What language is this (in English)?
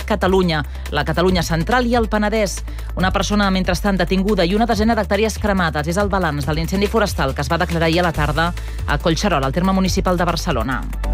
Catalan